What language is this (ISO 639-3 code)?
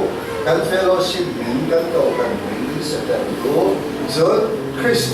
cfm